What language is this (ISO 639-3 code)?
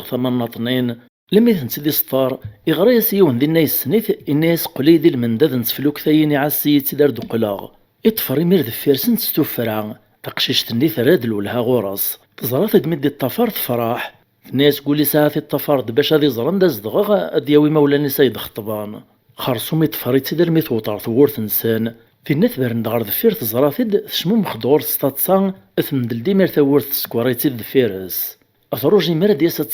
kab